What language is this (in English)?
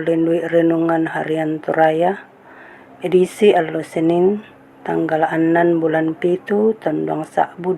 Toraja-Sa'dan